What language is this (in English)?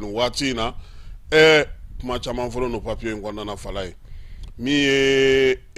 Bambara